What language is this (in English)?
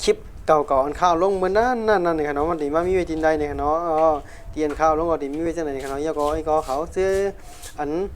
Shan